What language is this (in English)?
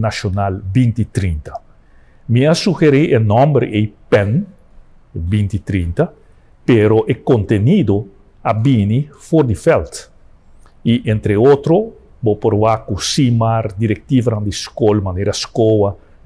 Papiamento